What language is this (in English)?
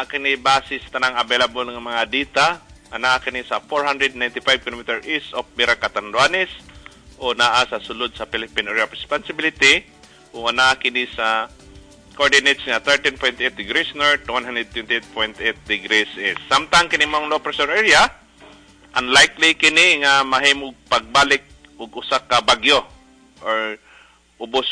Cebuano